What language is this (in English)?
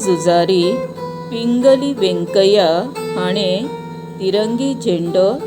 Konkani